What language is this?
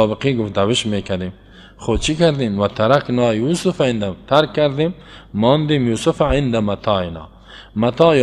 Persian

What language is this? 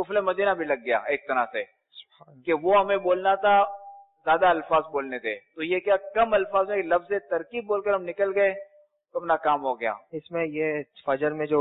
Urdu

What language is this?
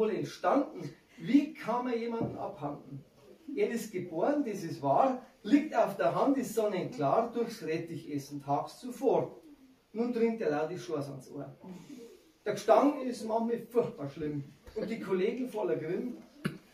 Bavarian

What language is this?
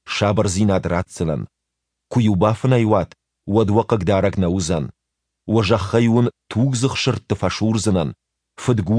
Ossetic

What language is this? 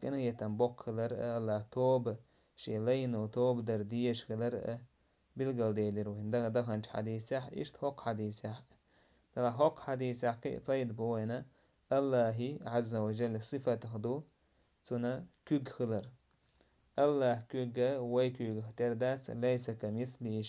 Chechen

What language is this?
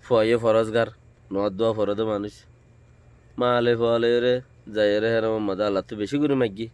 Rohingya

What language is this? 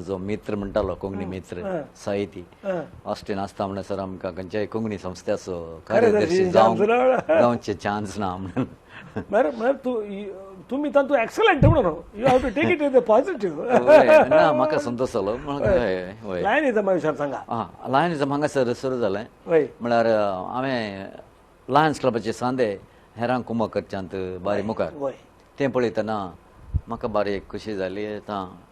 Konkani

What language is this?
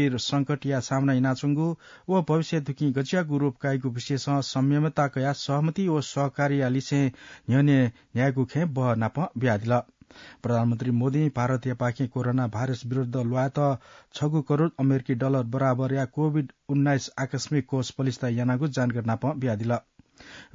Newari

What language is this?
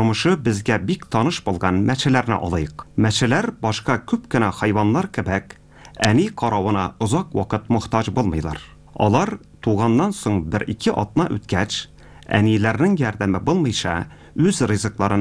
Tatar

